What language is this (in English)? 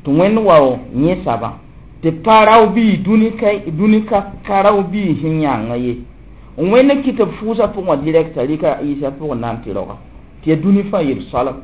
Mossi